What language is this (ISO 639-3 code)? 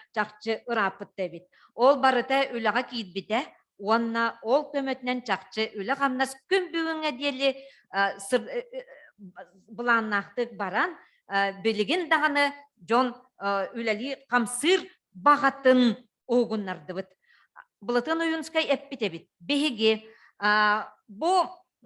sah